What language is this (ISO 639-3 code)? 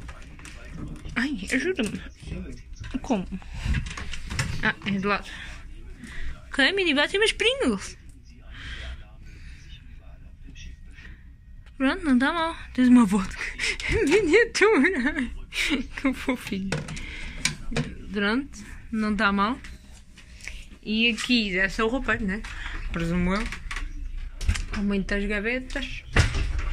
por